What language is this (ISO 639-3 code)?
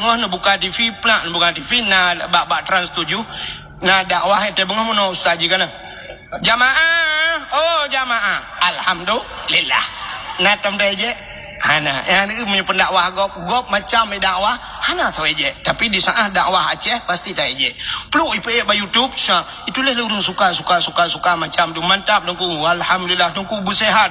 ace